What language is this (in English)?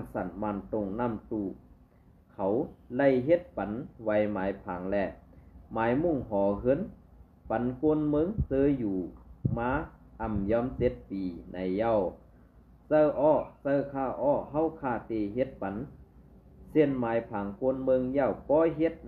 Shan